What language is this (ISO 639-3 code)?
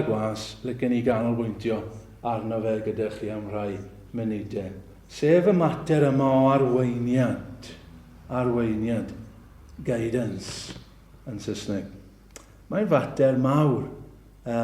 cym